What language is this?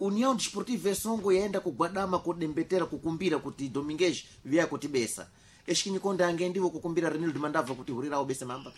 Sena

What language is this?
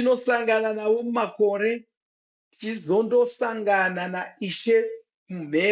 Shona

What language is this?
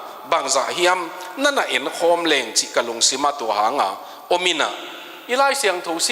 Tedim Chin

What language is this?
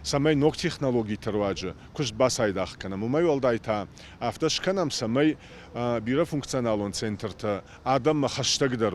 Ossetic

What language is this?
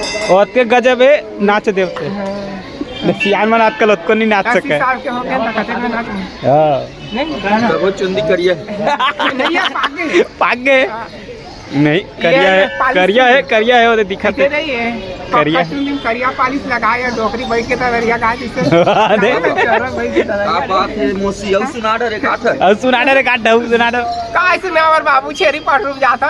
Chhattisgarhi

